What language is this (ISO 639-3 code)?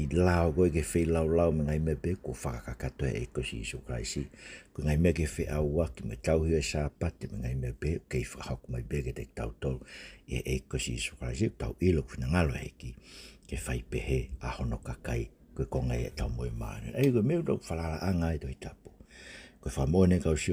ton